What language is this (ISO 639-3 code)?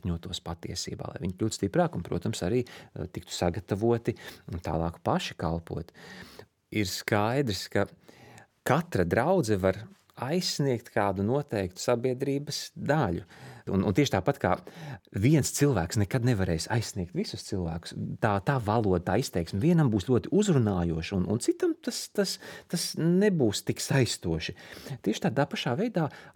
lav